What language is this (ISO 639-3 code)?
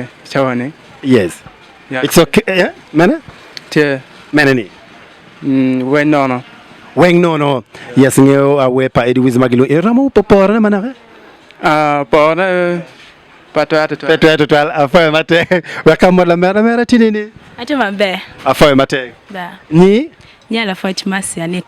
ach